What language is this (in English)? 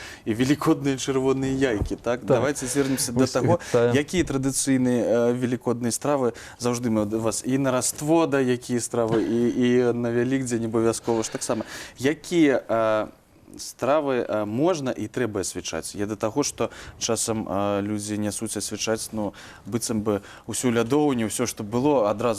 Belarusian